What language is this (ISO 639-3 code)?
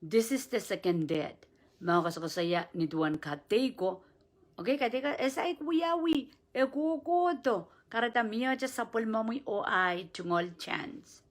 pon